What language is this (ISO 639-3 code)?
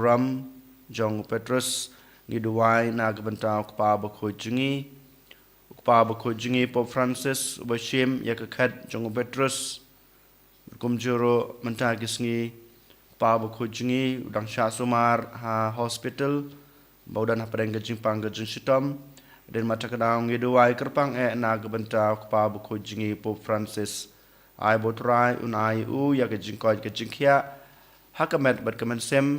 kha